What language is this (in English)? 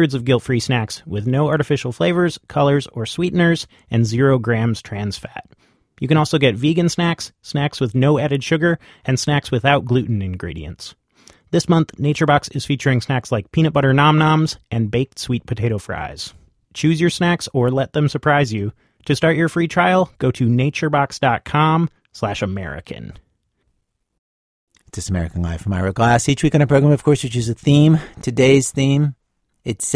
English